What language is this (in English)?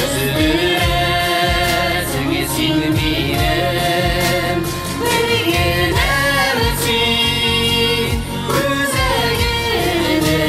Tatar